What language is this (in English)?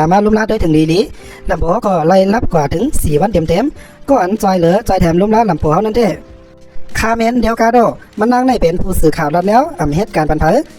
Shan